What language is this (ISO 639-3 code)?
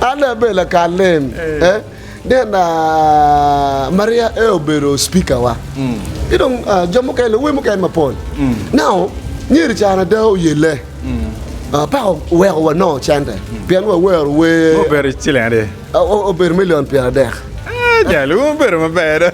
ach